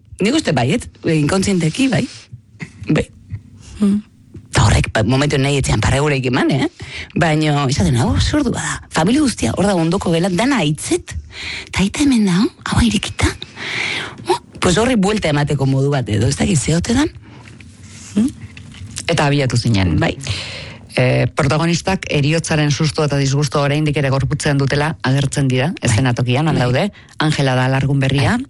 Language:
Basque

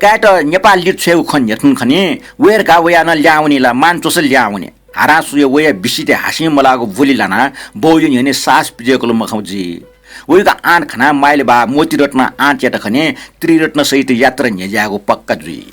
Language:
Newari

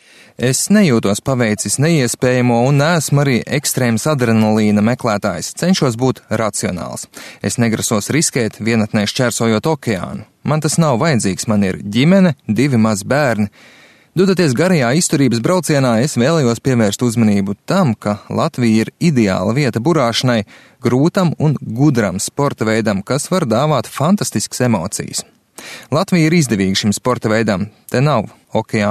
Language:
Latvian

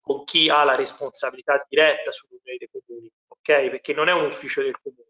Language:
Italian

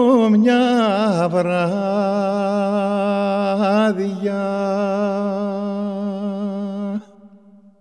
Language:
Greek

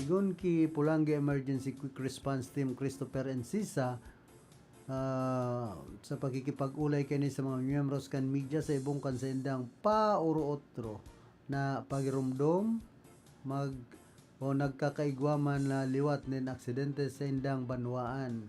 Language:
Bikol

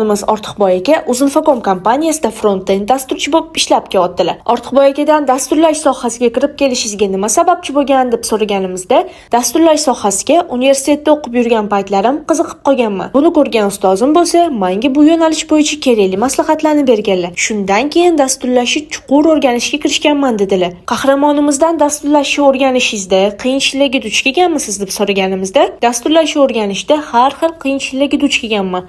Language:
Uzbek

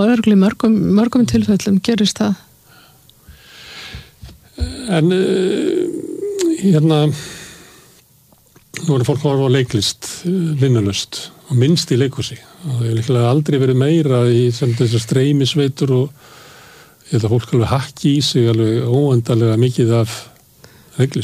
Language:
Icelandic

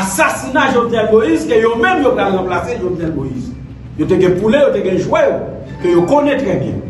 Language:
Haitian Creole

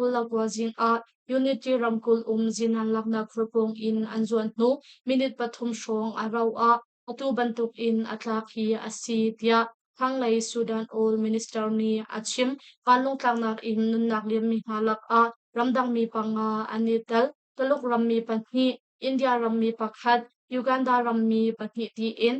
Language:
Hakha Chin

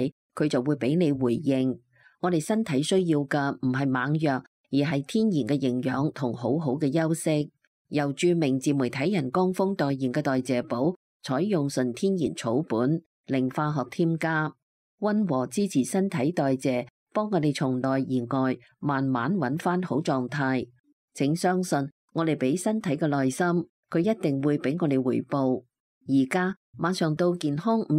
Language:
Cantonese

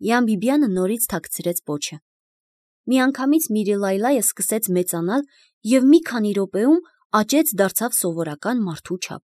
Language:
Armenian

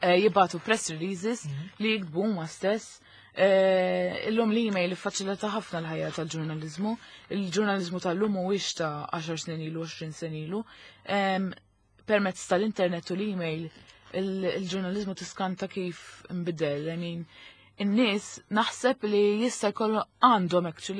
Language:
Maltese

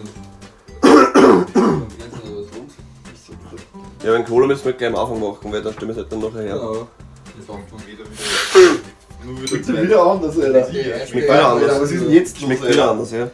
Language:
Bavarian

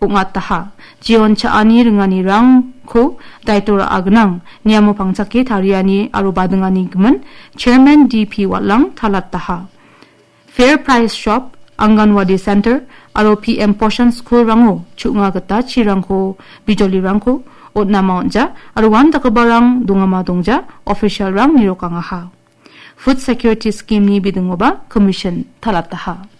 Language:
Garo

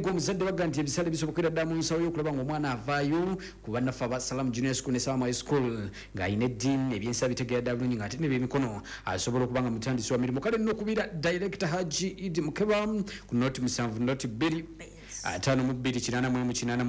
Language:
Ganda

